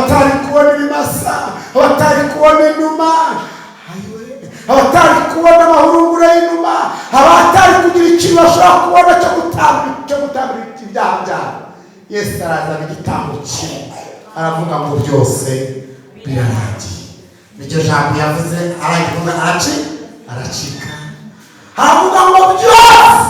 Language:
Kinyarwanda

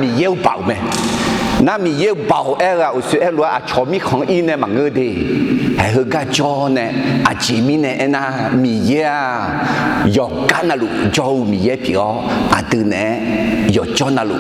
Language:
Akha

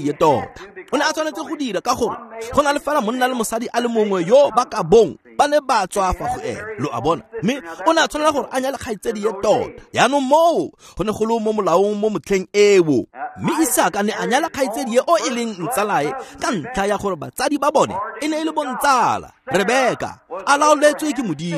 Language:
Tswana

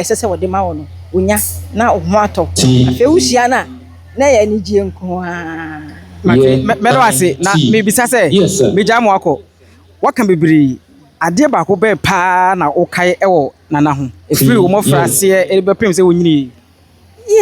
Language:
Akan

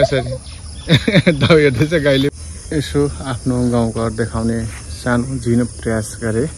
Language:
Nepali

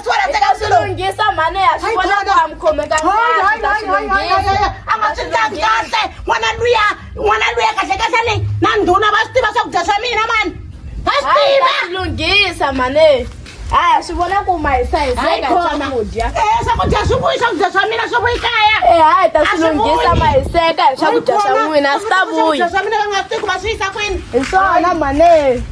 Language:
Tsonga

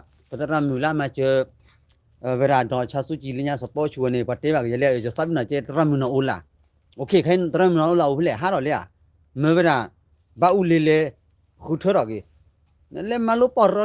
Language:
S'gaw Karen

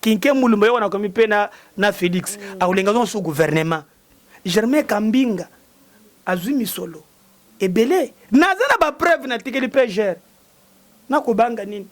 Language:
Lingala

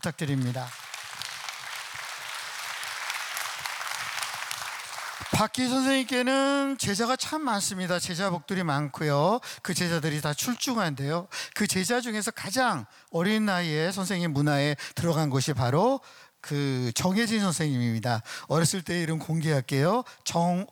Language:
Korean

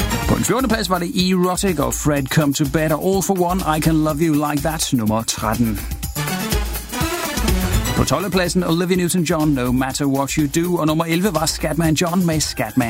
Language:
Danish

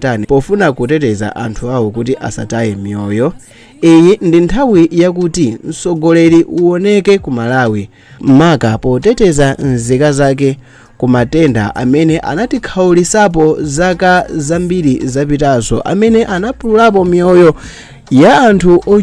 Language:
Nyanja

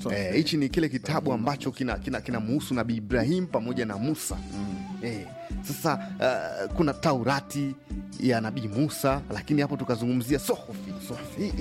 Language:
Swahili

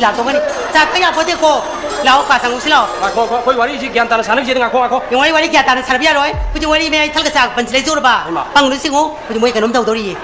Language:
Manipuri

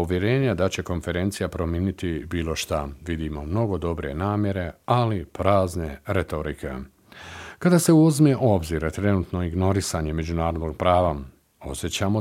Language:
Bosnian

